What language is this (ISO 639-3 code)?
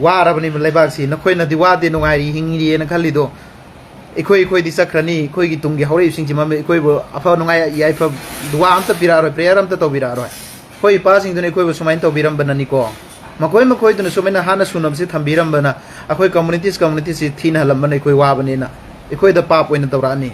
mni